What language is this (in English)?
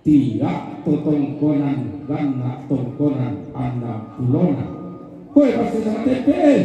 Toraja-Sa'dan